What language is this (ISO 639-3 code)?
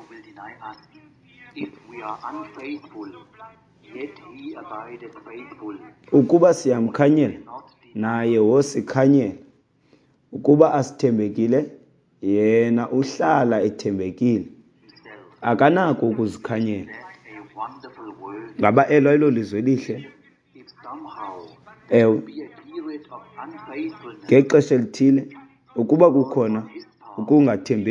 xho